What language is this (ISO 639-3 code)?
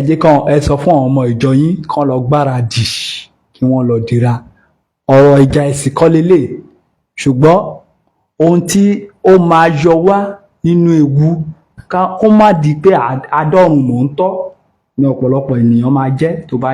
yor